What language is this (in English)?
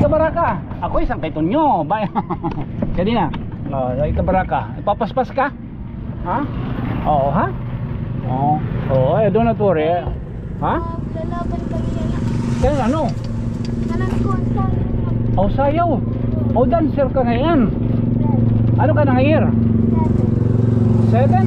Waray